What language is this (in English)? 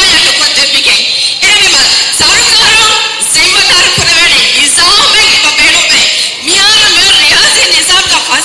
Divehi